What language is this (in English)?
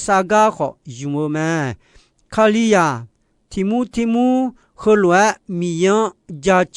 Akha